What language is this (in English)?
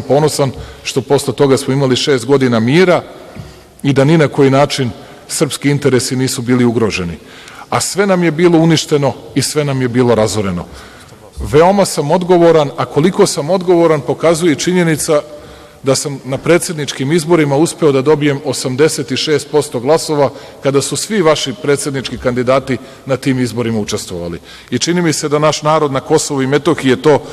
Serbian